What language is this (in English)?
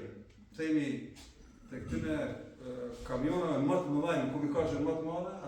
Albanian